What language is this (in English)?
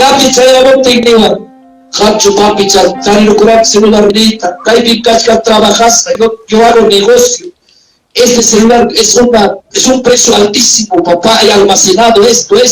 Ayacucho Quechua